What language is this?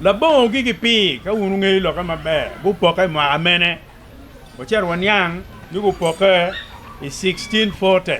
Acoli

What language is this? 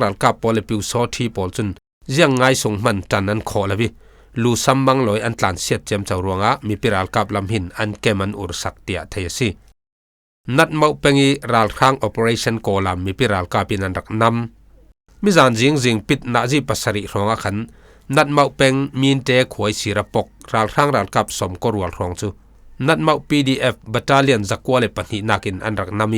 Falam Chin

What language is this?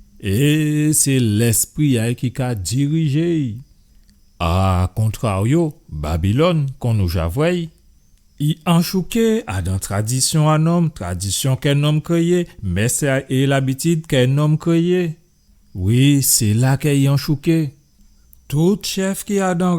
Guadeloupean Creole French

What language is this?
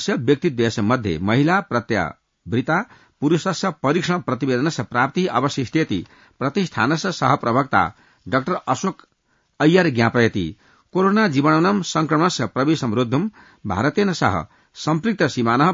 Sanskrit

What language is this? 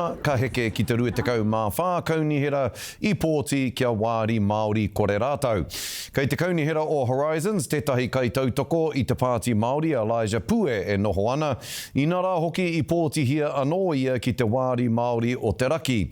Māori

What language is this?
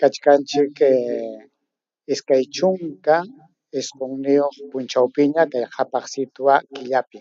Ayacucho Quechua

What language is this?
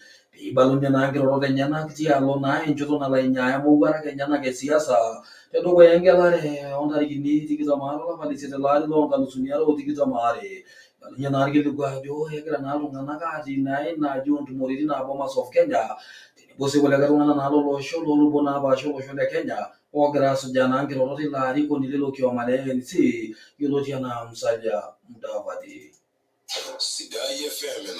Masai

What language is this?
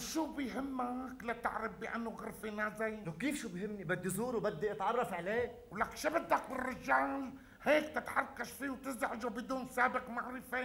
North Levantine Arabic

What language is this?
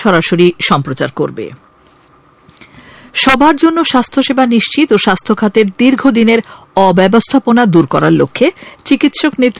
Bangla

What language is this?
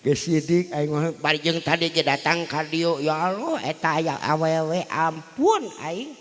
Sundanese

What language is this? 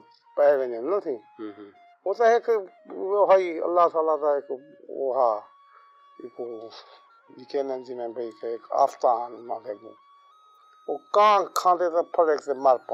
Saraiki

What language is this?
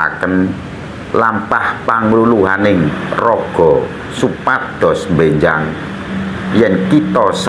Javanese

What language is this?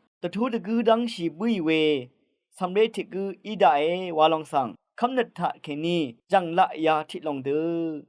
Rawang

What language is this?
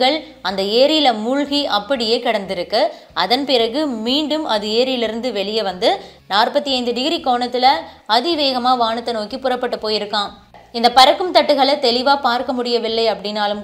Tamil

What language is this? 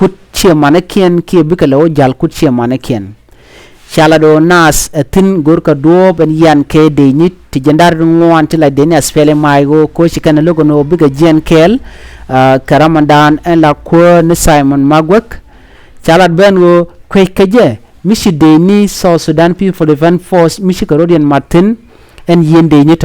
Nuer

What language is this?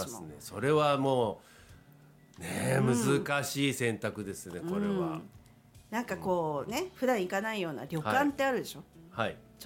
Japanese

